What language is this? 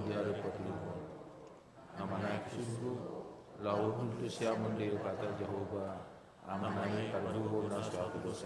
Batak Toba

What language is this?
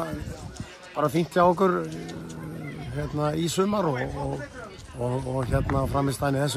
Icelandic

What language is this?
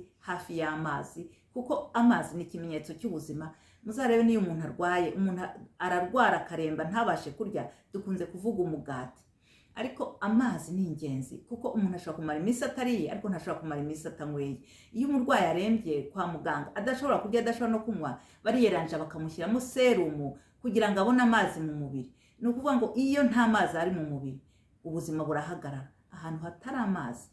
Kinyarwanda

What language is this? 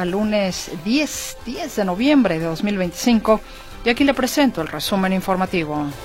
Spanish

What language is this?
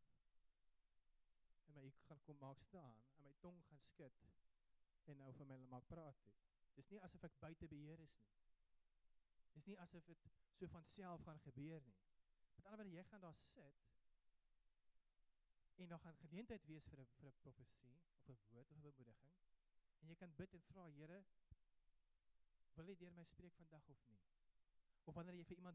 Afrikaans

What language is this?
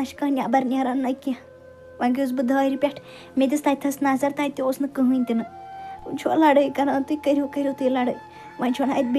Kashmiri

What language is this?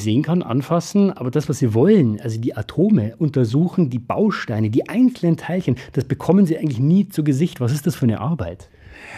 German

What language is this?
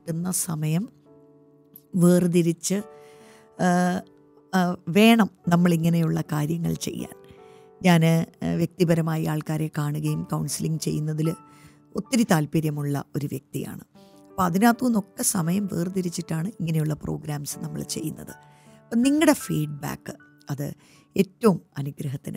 Malayalam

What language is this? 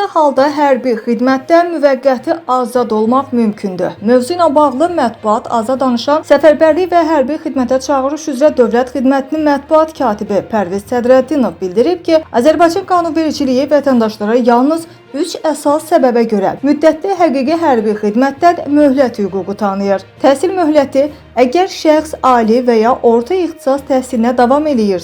Azerbaijani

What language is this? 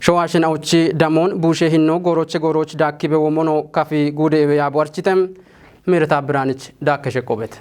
Kafa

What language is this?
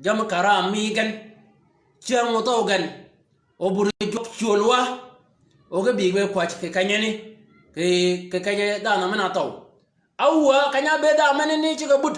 Shilluk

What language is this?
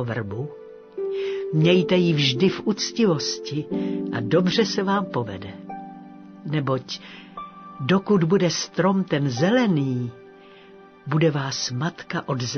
Czech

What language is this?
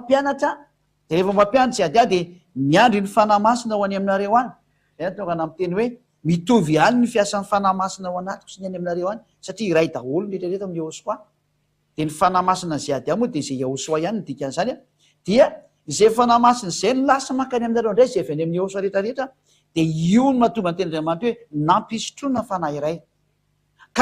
Malagasy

